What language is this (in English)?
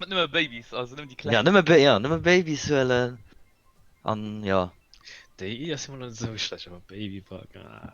Luxembourgish